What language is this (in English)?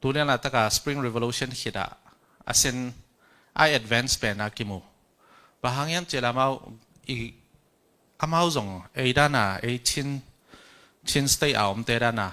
Tedim Chin